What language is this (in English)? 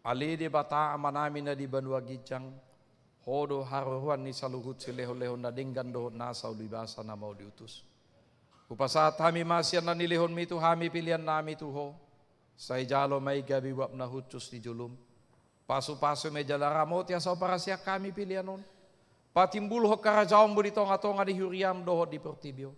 Batak Toba